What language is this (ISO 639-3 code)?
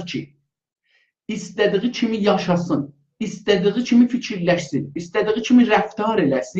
azb